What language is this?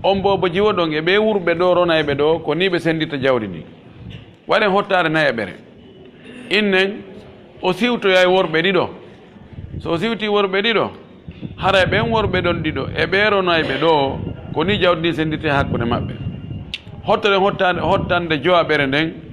Pular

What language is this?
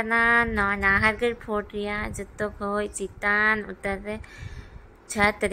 Santali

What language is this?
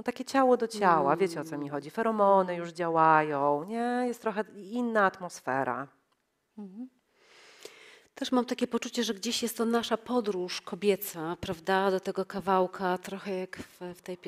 Polish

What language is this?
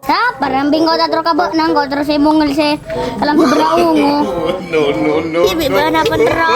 Madurese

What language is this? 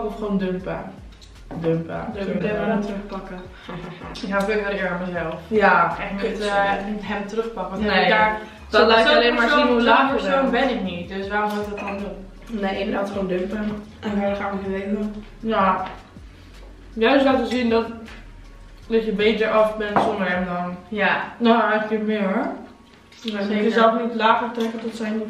Dutch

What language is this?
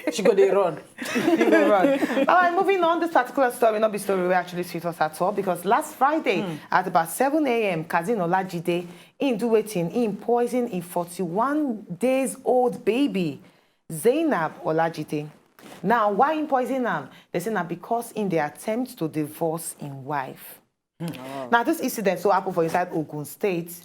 Nigerian Pidgin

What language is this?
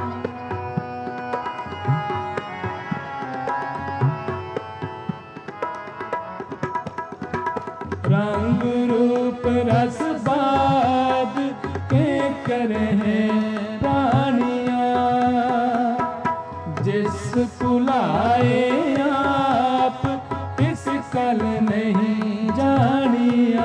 Hindi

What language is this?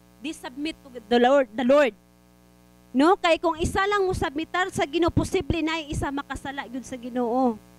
Cebuano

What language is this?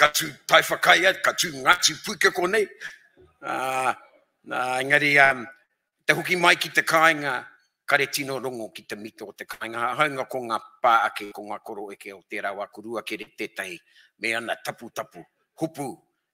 Māori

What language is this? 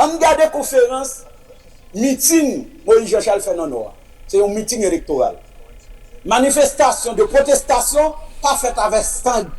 Haitian Creole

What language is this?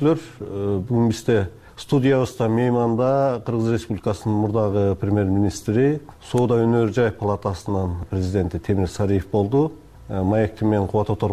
Kyrgyz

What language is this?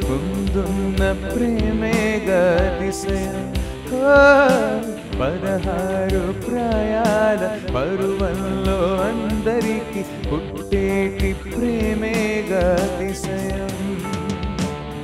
Telugu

